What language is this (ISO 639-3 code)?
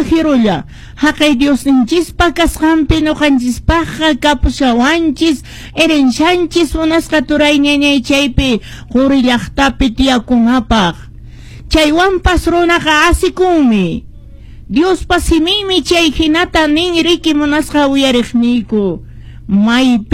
que